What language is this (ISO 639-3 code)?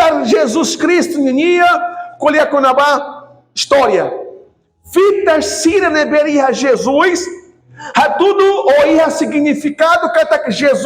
tet